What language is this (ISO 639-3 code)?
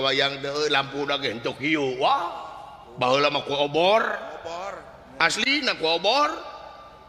sun